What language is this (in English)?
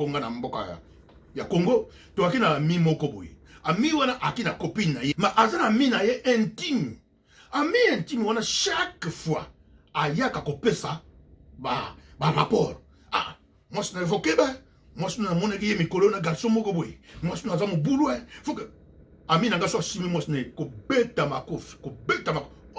Lingala